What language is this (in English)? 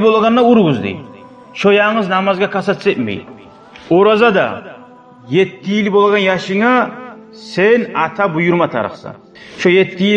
Kumyk